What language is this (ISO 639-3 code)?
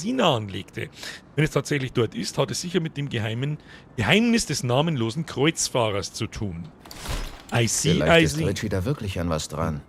bar